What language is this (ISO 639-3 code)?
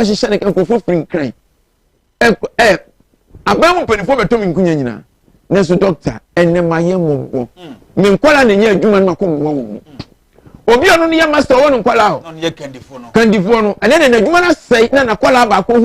aka